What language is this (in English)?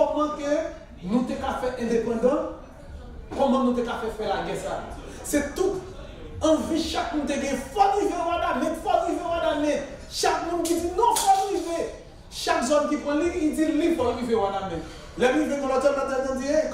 Haitian Creole